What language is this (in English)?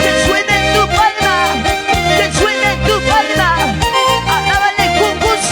Ayacucho Quechua